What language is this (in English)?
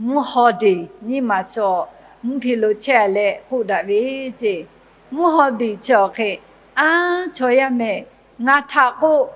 Lahu